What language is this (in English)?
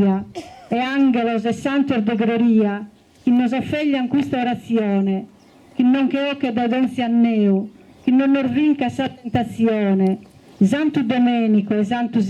Sardinian